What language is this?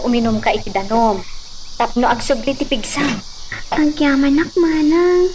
Iloko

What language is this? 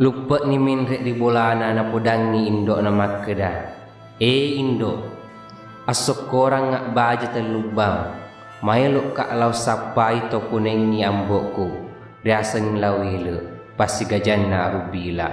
Buginese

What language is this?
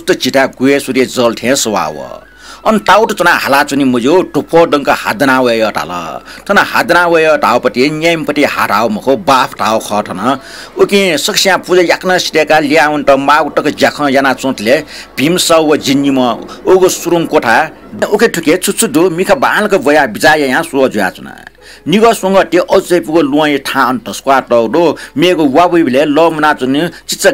Newari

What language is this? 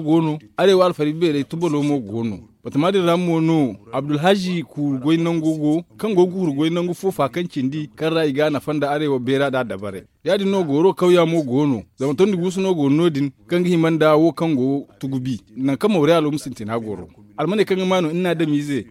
Zarma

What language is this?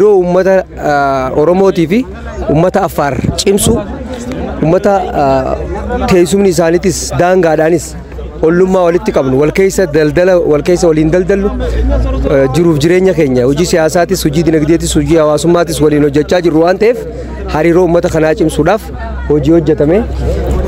Oromo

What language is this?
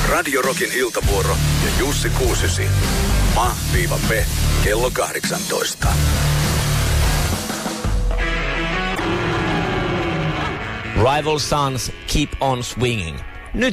Finnish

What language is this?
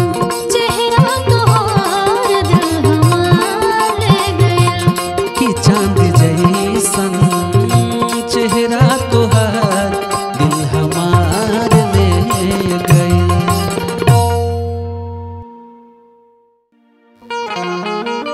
Bhojpuri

